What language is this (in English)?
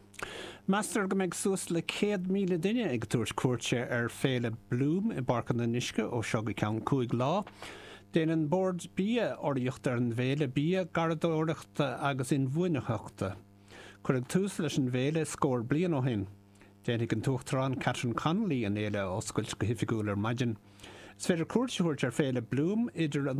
Irish